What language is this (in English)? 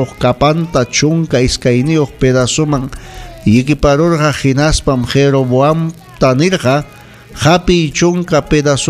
Ayacucho Quechua